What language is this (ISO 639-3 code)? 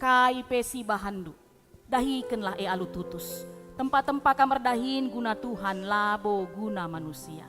btx